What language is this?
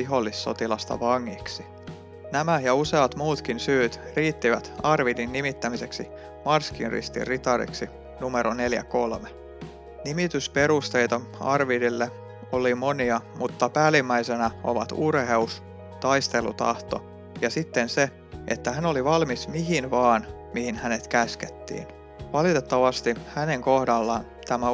Finnish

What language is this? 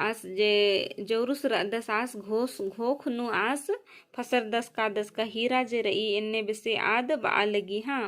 Kurukh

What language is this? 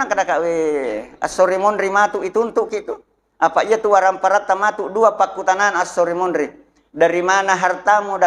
Buginese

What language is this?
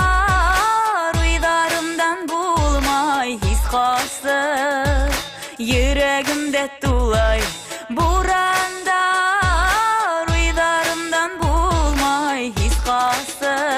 Bashkir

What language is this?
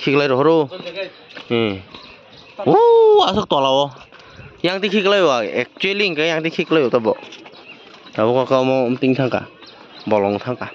Kok Borok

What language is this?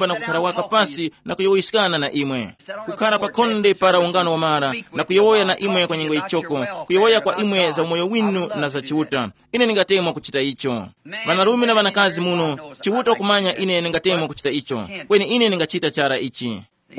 Tumbuka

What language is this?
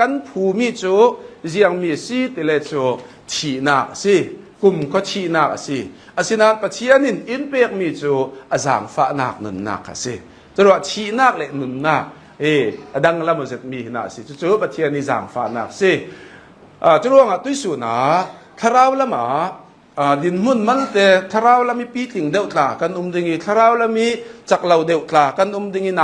Hakha Chin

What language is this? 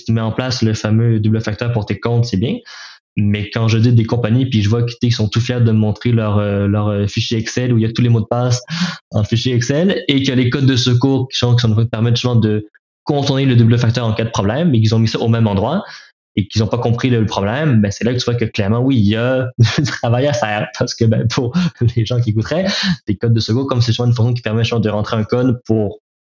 French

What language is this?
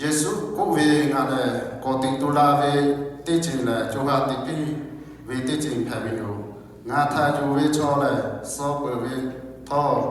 Lahu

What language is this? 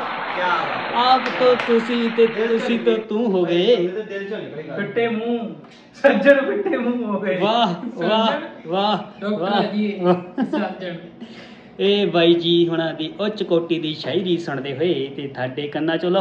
Punjabi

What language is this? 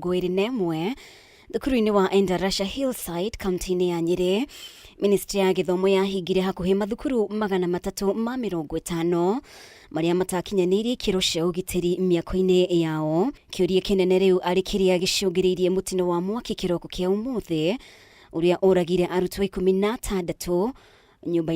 Kikuyu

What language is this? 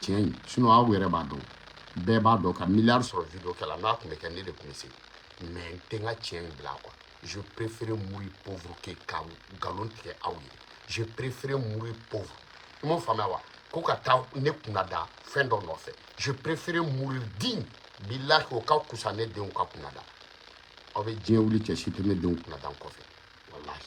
Bambara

